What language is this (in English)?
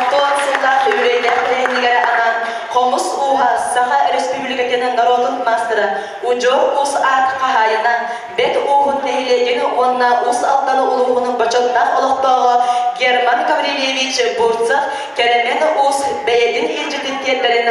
Yakut